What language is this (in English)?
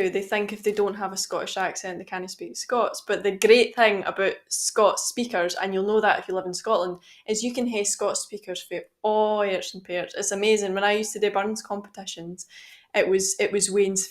Scots